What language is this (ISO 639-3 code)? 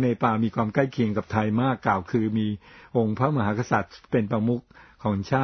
tha